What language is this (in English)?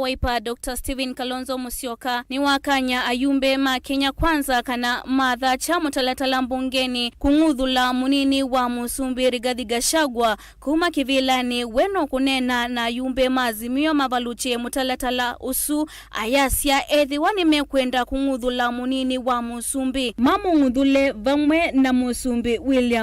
Kamba